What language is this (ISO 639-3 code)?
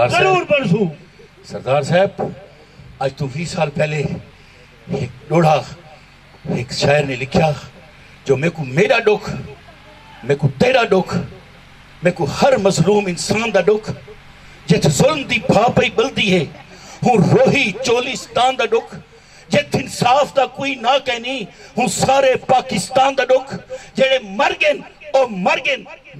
skr